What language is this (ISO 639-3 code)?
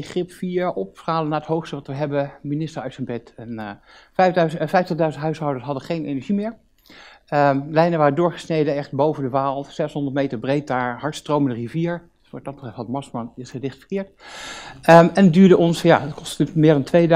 nld